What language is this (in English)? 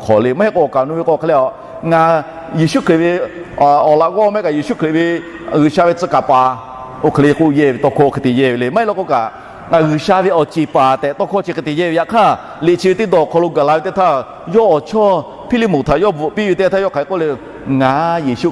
Lahu